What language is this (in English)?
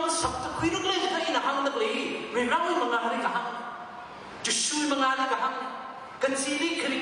Tangkhul Naga (India)